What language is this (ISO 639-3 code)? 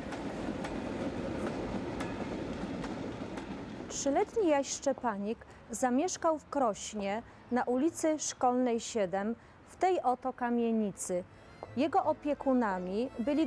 pol